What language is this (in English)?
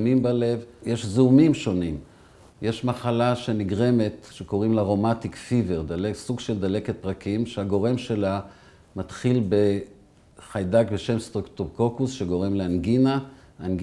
Hebrew